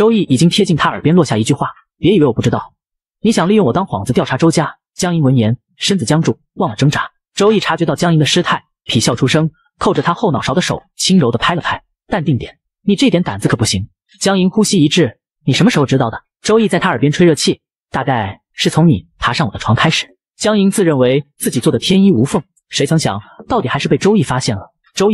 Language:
Chinese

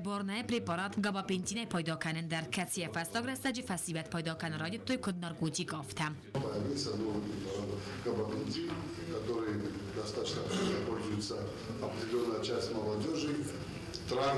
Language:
Ossetic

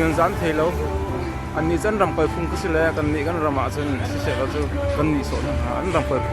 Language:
Hakha Chin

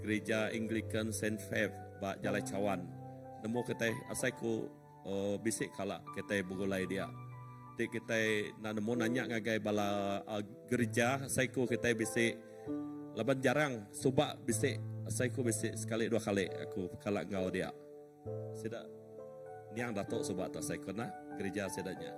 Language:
Iban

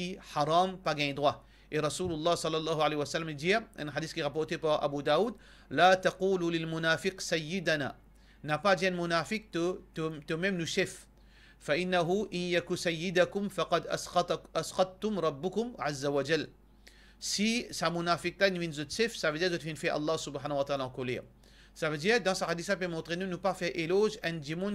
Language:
Morisyen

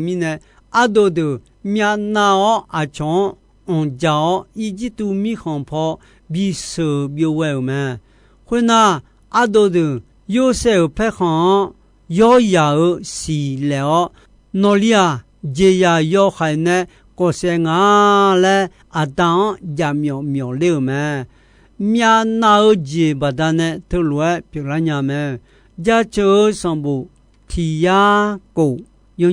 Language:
Akha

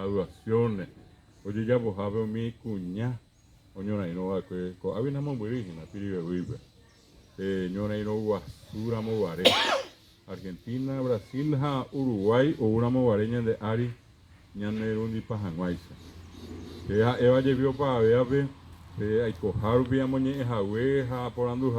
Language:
Guarani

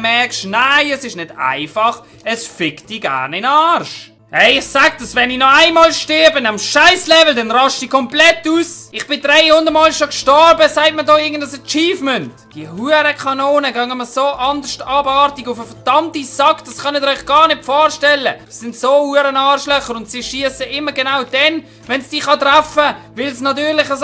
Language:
Swiss German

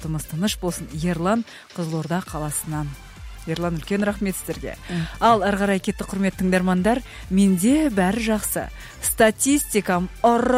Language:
Kazakh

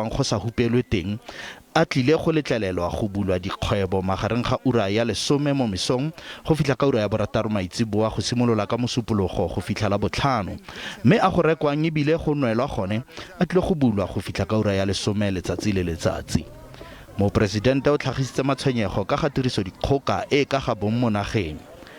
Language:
Tswana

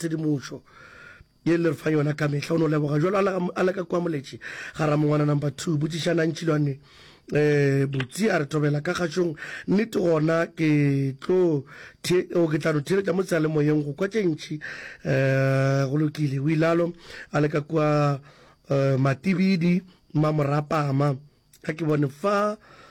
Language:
Northern Sotho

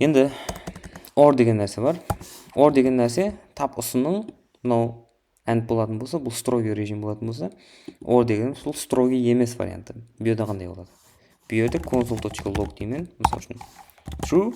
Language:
Kara-Kalpak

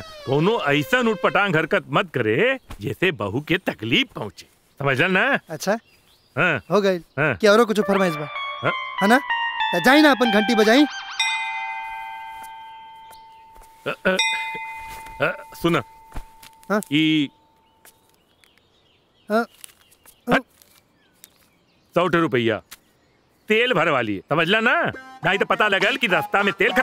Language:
Bhojpuri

